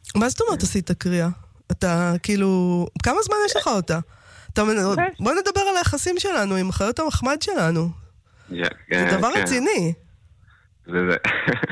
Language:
Hebrew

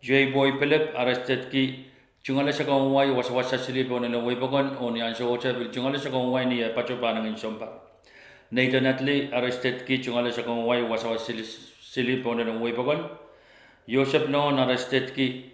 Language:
Pohnpeian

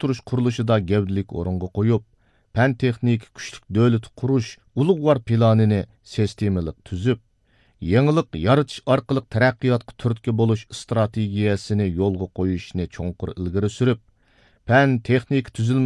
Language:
Uyghur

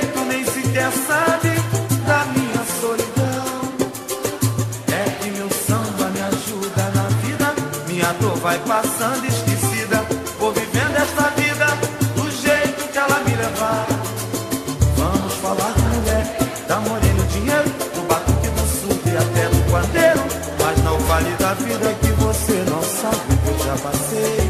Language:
Portuguese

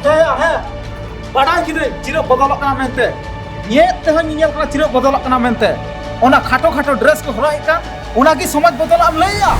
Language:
Santali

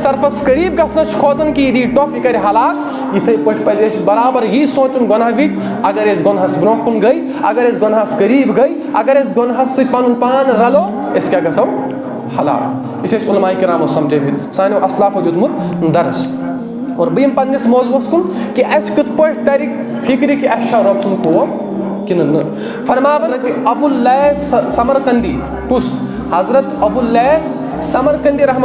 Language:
Kashmiri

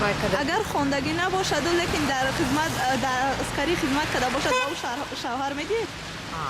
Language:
Tajik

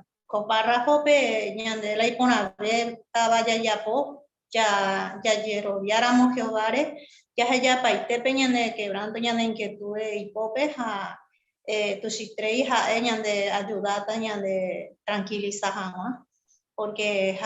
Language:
Guarani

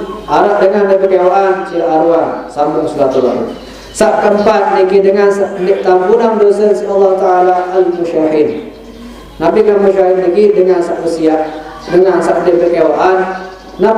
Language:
Sasak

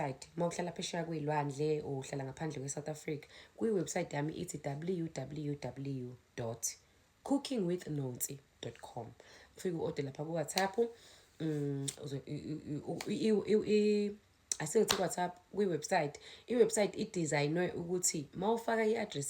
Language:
Zulu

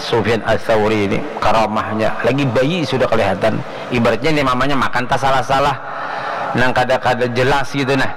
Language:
Banjar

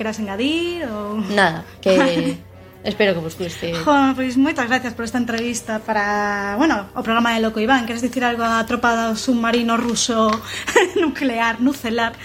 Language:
Galician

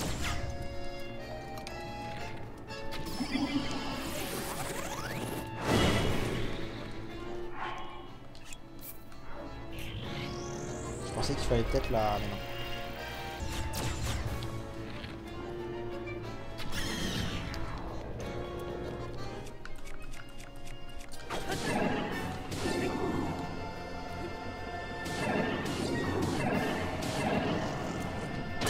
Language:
French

